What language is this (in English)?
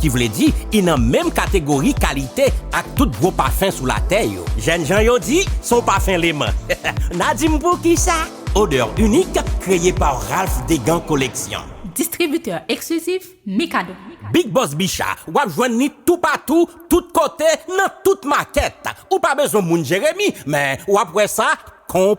Haitian Creole